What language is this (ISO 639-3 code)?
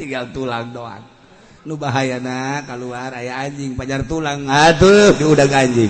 sun